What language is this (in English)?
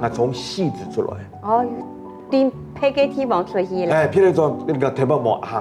Hakka Chinese